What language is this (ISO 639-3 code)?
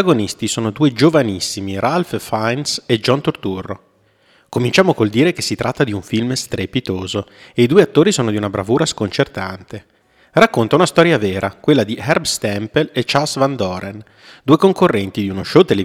ita